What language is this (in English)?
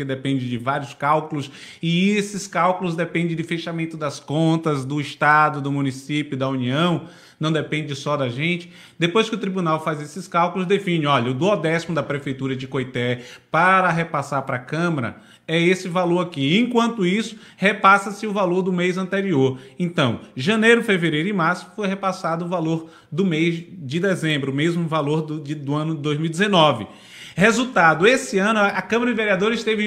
Portuguese